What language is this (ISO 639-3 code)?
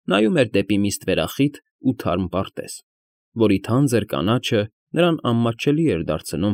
hye